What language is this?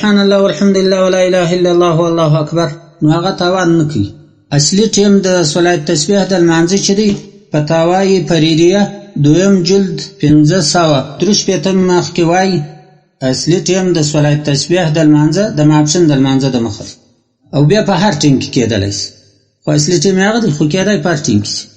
Pashto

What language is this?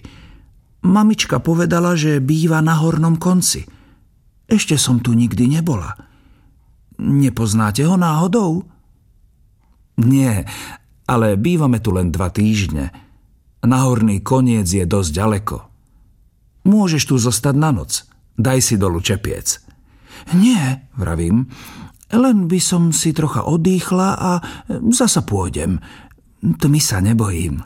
Slovak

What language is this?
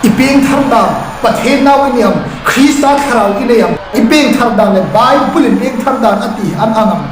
Hmar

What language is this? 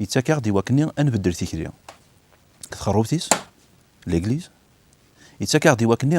Kabyle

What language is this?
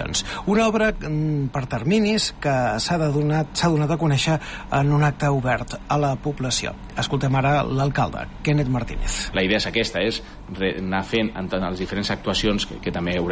Catalan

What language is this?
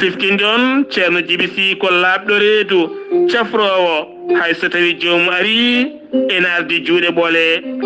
Fula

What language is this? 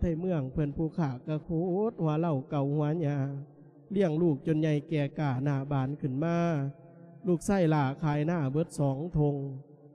Lao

